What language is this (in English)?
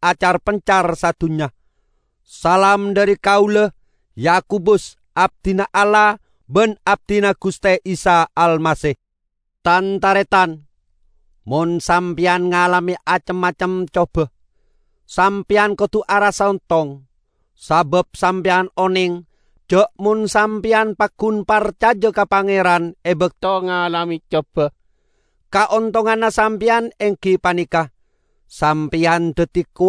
Madurese